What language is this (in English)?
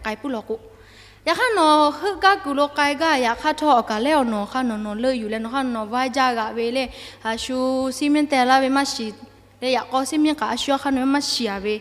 Lahu